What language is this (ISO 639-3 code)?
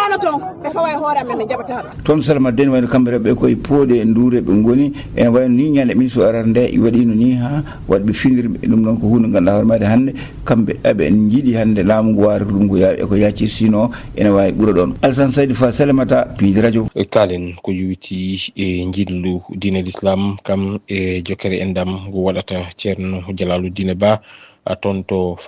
ful